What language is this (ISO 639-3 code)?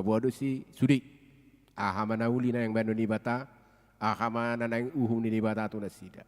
bbc